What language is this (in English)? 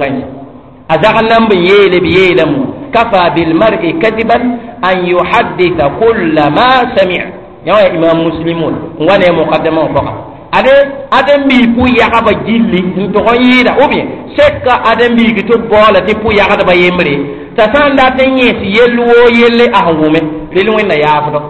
Mossi